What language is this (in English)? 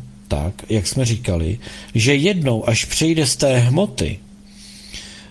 Czech